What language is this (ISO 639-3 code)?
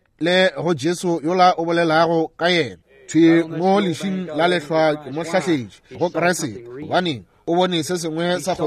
nso